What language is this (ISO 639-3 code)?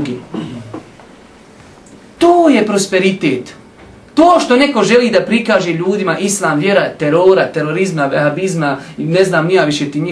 bos